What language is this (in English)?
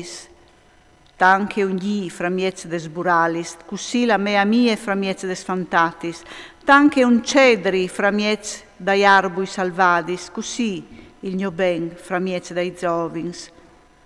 Friulian